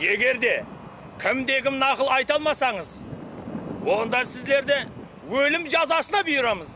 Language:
Kara-Kalpak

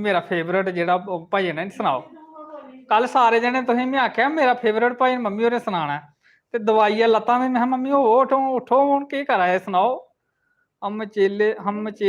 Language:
Dogri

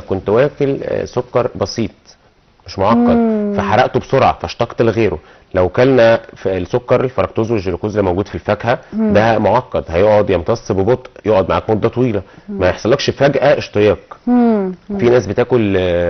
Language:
Egyptian Arabic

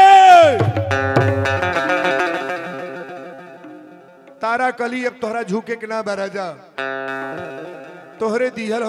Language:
Bhojpuri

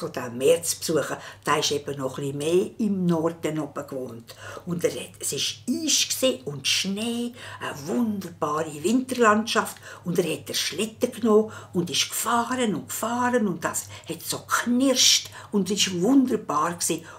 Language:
Swiss German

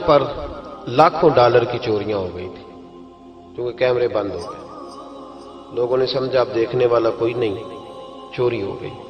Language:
Urdu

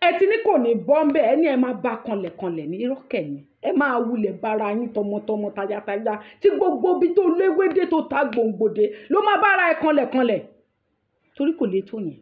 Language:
Yoruba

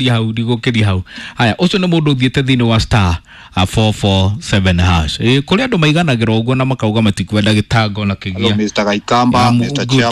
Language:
Kikuyu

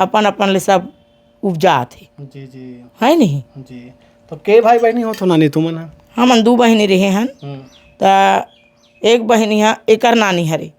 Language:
Chhattisgarhi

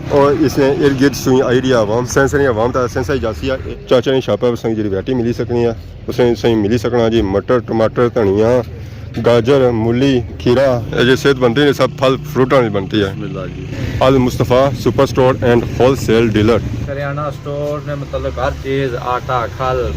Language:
Pahari-Potwari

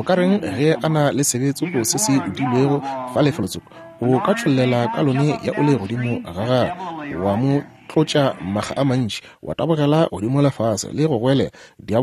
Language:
Northern Sotho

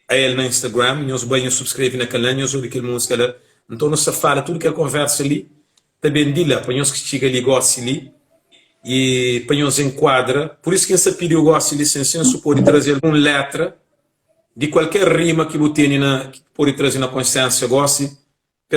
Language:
Kabuverdianu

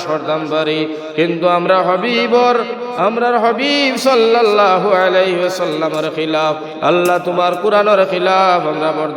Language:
Sylheti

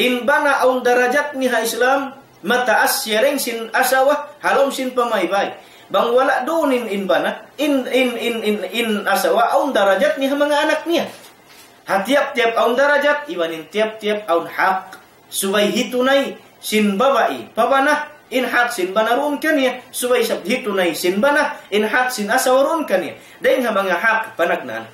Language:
Tausug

